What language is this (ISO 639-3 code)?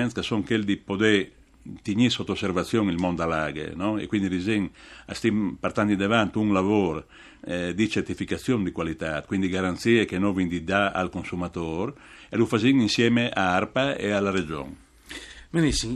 fur